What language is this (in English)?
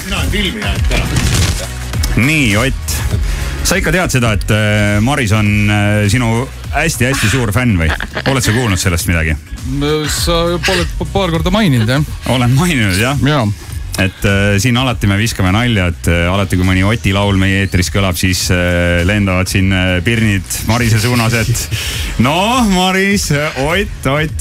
Estonian